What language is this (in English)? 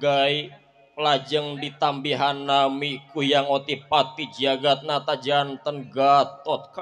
Sundanese